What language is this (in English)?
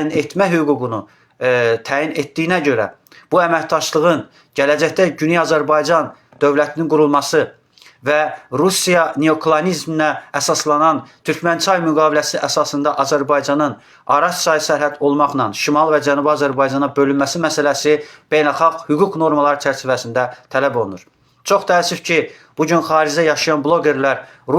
Azerbaijani